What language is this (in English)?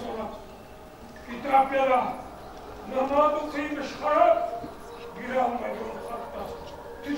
Bashkir